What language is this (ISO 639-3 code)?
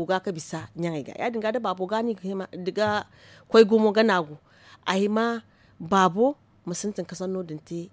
dje